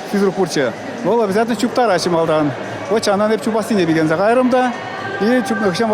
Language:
Chuvash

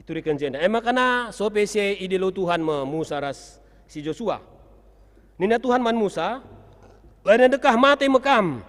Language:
Batak Karo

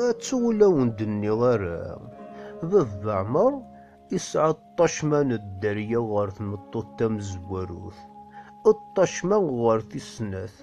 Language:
Kabyle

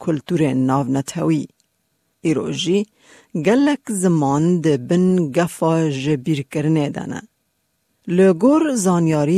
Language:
Kurdish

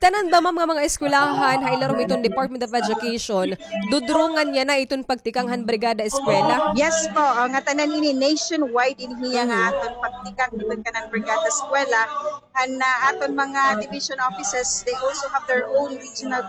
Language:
Waray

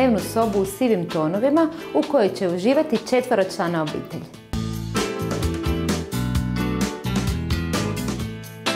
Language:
Croatian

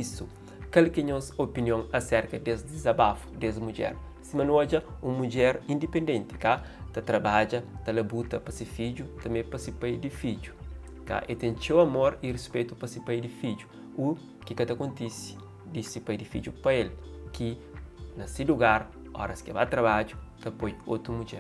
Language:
Kabuverdianu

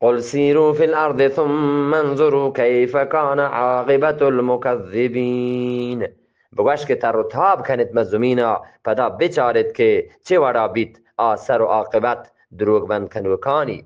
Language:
Eastern Balochi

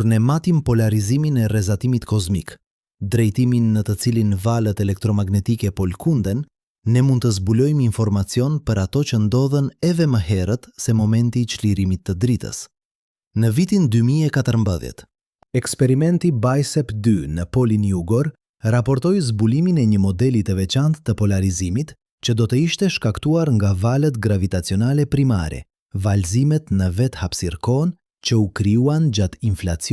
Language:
Albanian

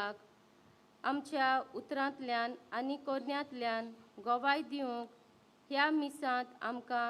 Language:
Konkani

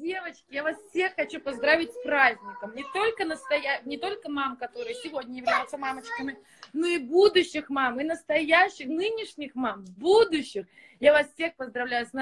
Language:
Russian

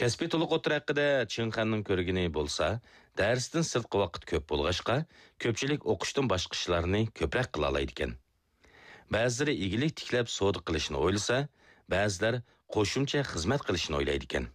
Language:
Uyghur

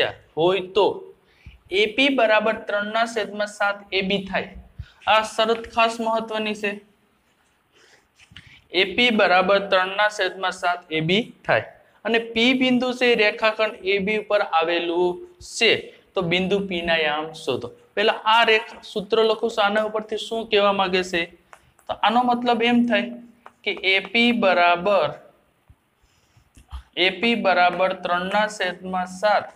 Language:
Gujarati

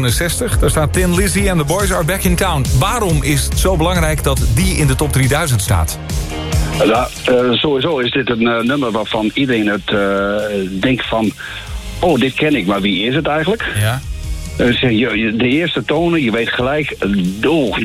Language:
Dutch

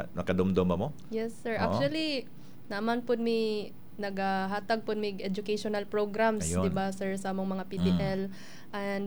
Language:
Cebuano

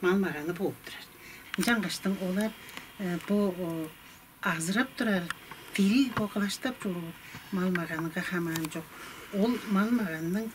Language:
Tuvinian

